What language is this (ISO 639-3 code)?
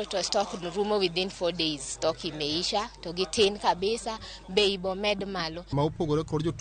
luo